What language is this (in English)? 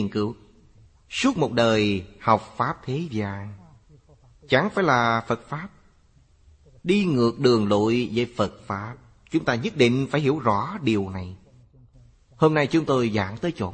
Vietnamese